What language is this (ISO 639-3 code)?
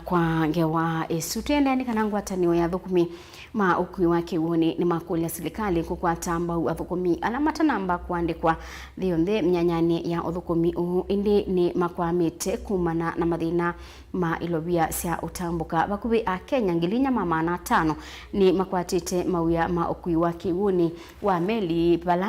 kam